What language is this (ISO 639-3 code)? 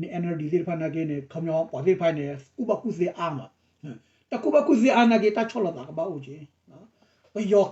ksw